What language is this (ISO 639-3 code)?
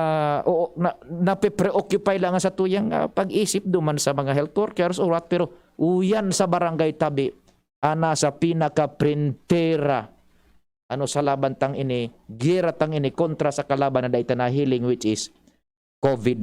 bik